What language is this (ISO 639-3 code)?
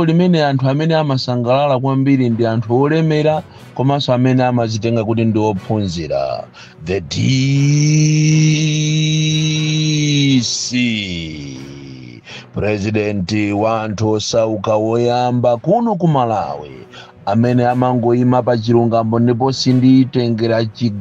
nya